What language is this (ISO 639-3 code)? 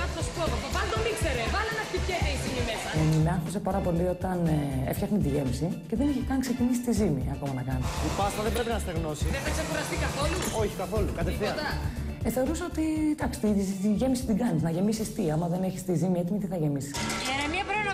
ell